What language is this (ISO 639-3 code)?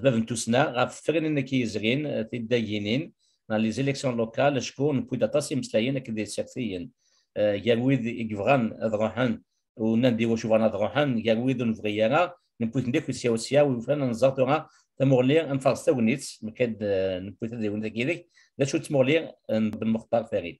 kab